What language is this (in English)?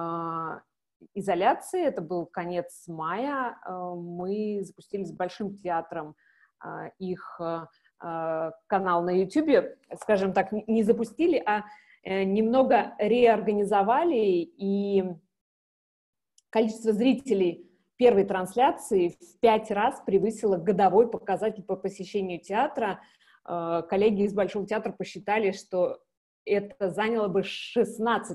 Russian